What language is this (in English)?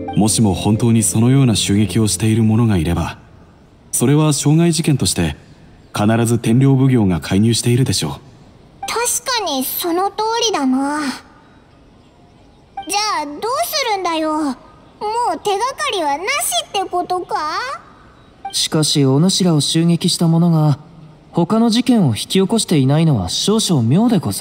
Japanese